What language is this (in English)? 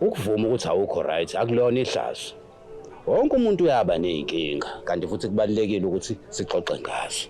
Zulu